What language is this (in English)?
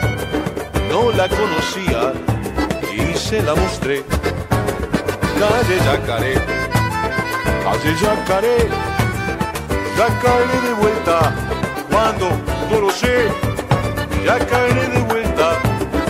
Spanish